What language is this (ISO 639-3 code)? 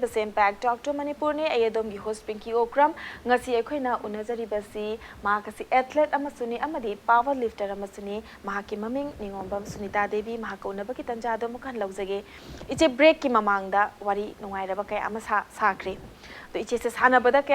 mni